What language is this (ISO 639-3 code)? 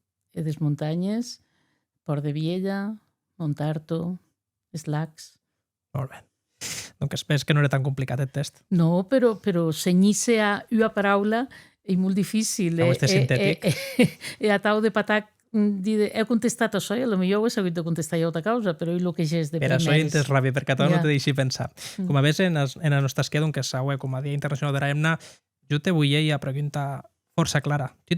oci